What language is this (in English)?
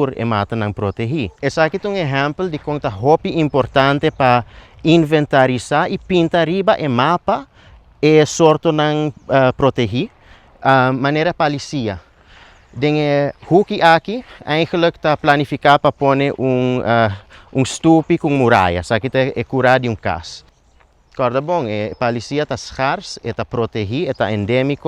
Papiamento